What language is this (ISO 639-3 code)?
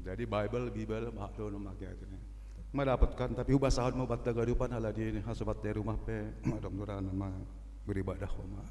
bts